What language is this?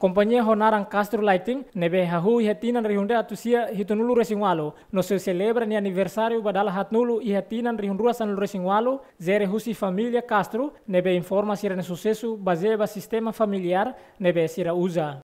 Tetum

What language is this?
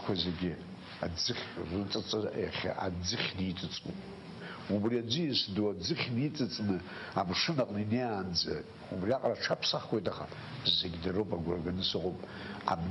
Abkhazian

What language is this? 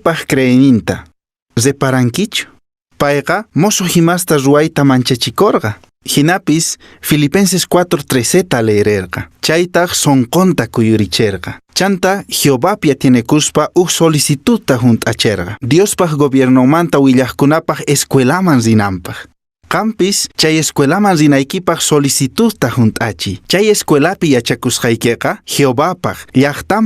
Quechua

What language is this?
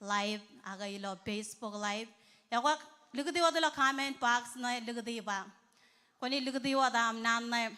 Marshallese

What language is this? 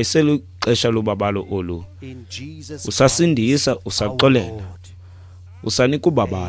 Xhosa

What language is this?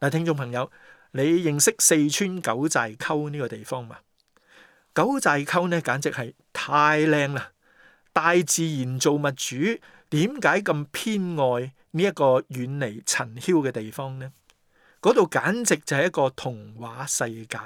Cantonese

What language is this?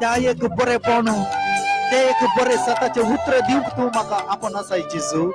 Konkani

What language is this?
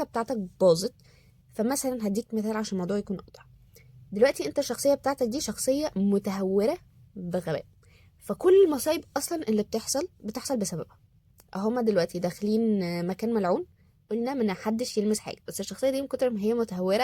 Egyptian Arabic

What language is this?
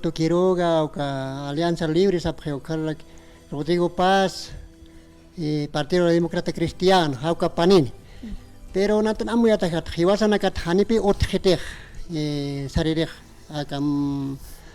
Aymara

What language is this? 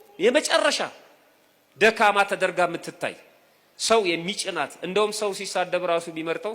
Amharic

